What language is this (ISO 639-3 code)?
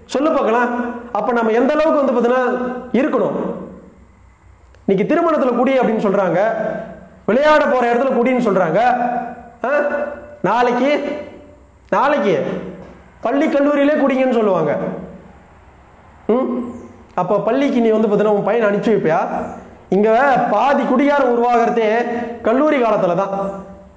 tam